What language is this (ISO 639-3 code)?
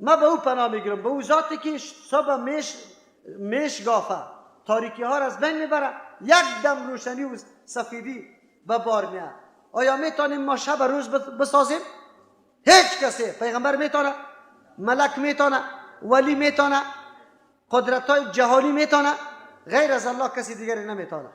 fas